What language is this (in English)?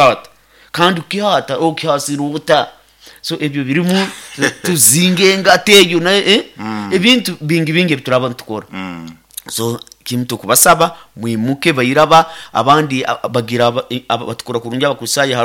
Nyoro